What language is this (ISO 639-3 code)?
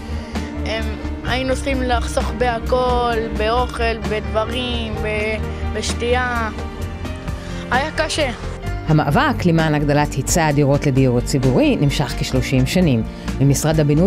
heb